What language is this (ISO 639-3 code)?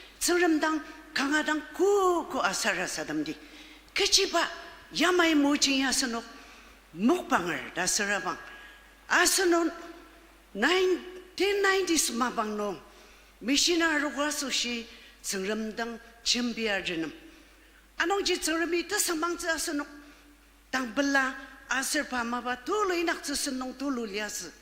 njo